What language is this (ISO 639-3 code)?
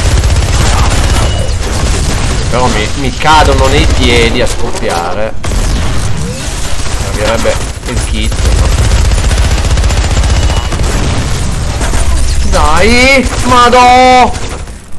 ita